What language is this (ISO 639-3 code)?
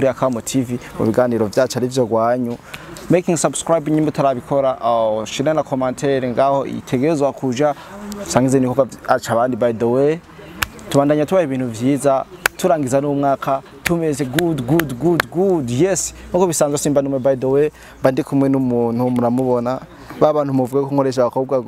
run